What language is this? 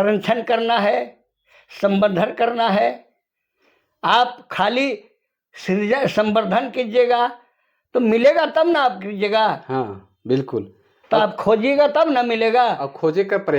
Sadri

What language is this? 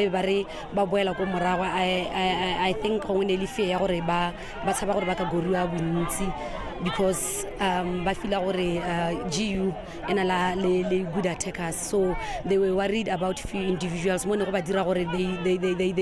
Tswana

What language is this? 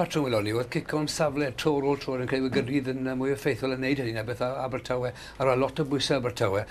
Welsh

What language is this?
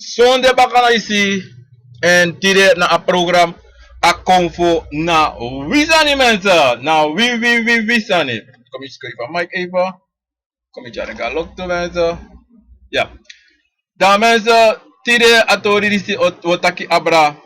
Sranan Tongo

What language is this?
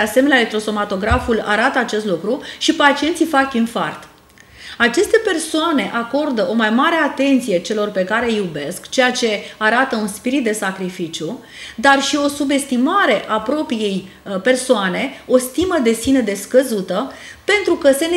Romanian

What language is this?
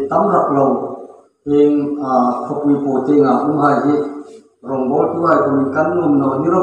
Hmar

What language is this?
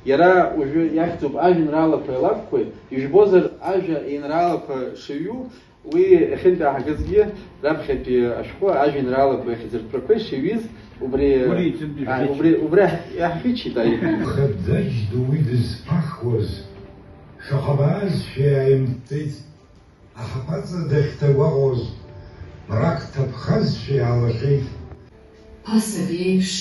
Abkhazian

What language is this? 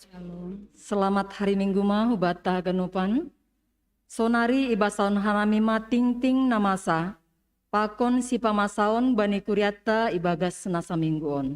Batak Simalungun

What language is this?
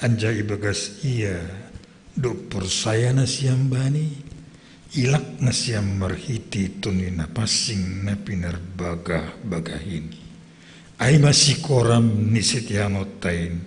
Batak Simalungun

